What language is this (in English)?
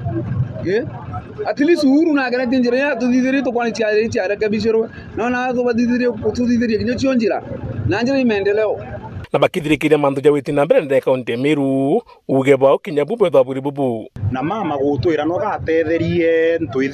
Meru